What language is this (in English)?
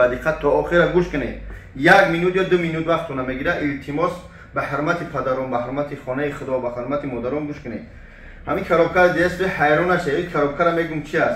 Tajik